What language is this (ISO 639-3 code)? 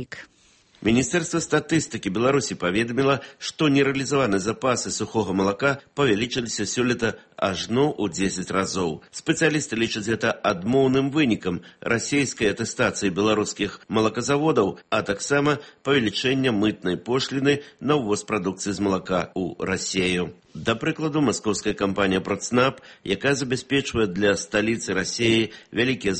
bel